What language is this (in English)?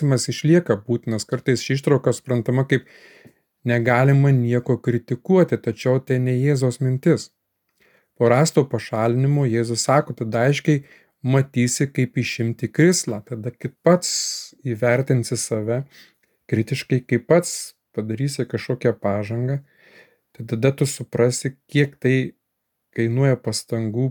Lithuanian